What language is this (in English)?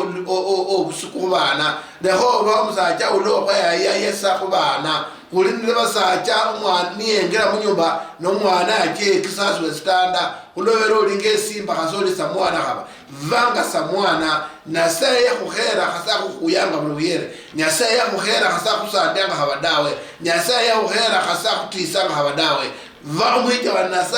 Luyia